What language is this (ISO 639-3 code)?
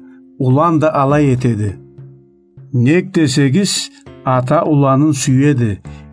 krc